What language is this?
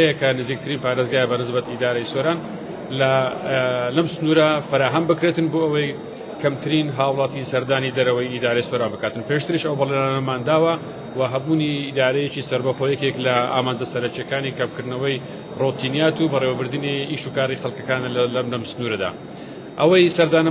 Central Kurdish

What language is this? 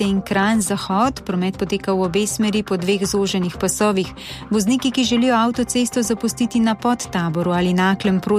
Slovenian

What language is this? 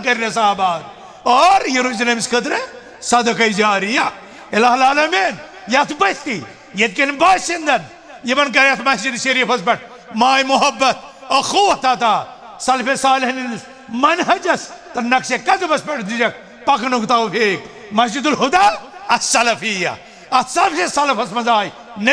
Kashmiri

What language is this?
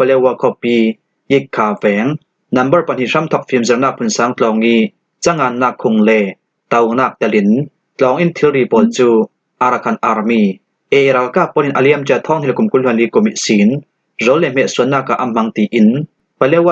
Falam Chin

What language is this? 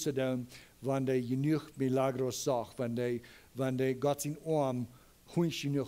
Plautdietsch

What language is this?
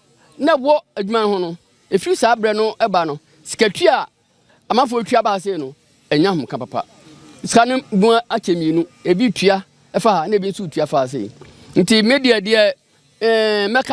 Akan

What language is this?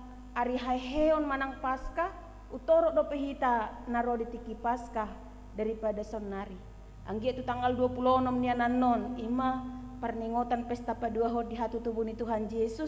Batak Toba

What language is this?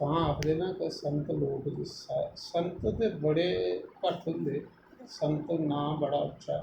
Dogri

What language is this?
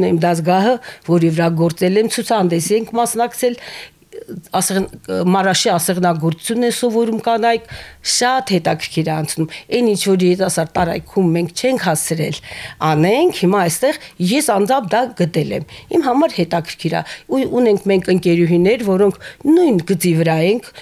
Armenian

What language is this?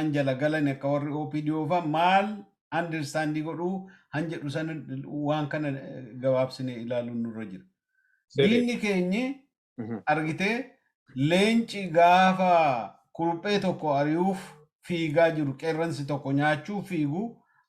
Oromo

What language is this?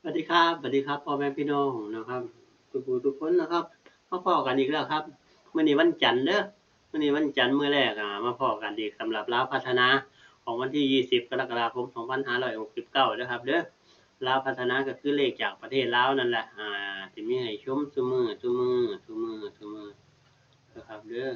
Northeastern Thai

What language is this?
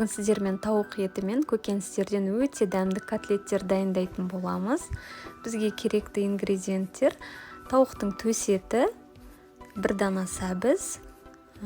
Kazakh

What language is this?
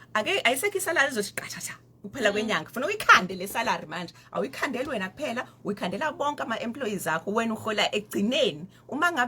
Zulu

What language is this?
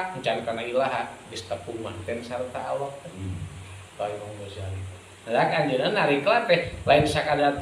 Sundanese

